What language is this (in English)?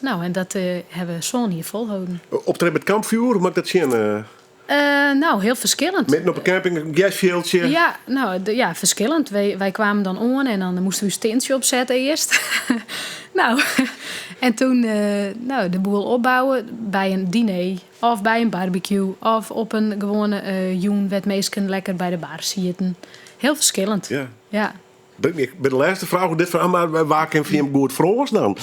Western Frisian